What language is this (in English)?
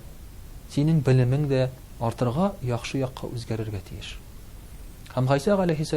Tatar